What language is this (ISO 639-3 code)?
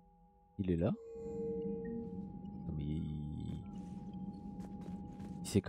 fra